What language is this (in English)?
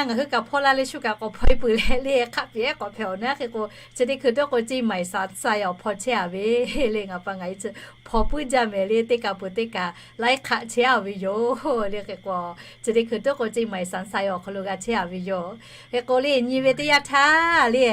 Lahu